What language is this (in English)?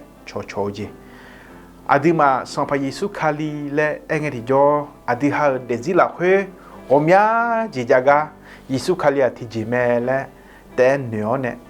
Akha